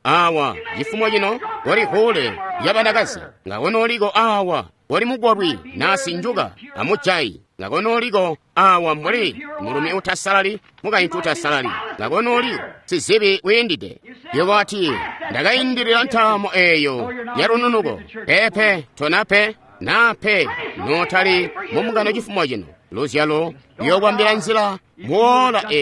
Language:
Tonga (Zambia)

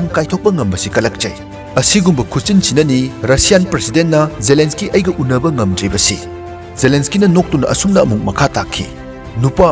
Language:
Manipuri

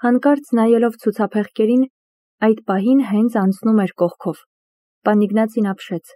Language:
Armenian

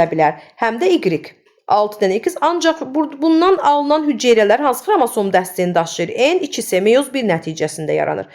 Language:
Azerbaijani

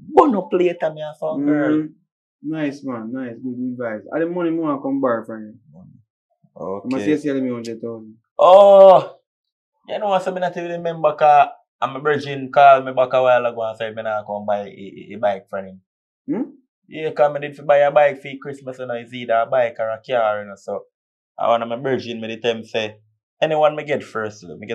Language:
Jamaican Creole English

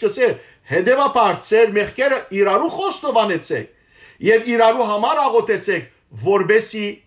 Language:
Western Armenian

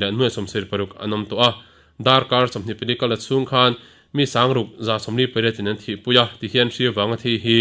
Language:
Mizo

